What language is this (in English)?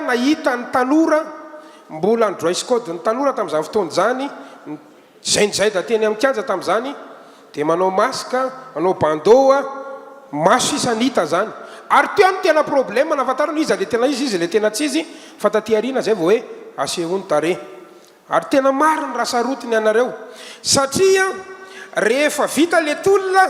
Malagasy